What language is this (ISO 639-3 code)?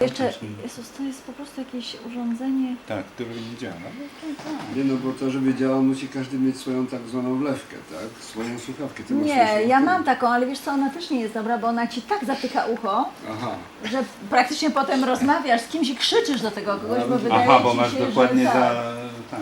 szl